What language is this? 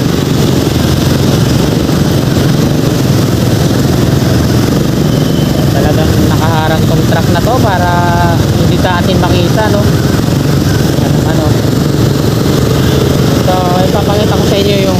Filipino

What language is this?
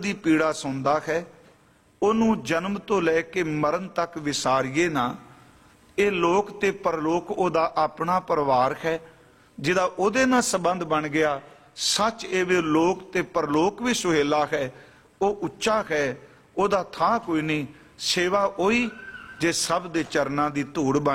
Punjabi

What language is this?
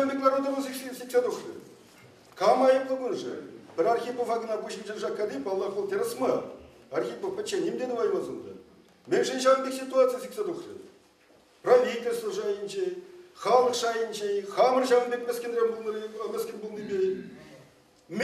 Chuvash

